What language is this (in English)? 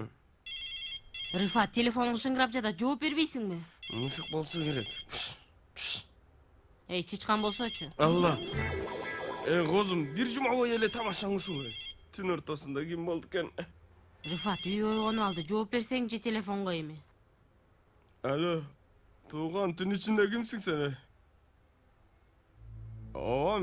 Kyrgyz